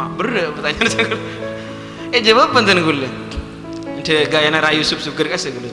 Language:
Madurese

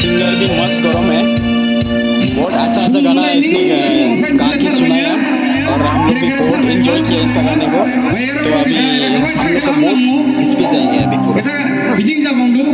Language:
Dimasa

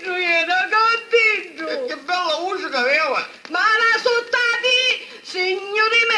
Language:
Sicilian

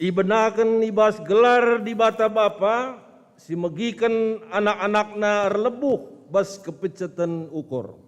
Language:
Batak Karo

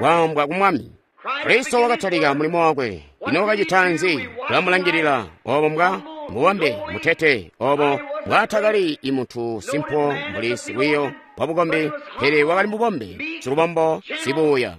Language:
Tonga (Zambia)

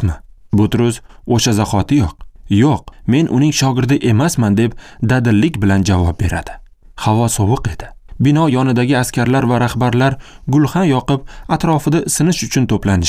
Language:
Uzbek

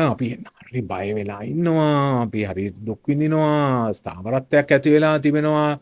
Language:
Sinhala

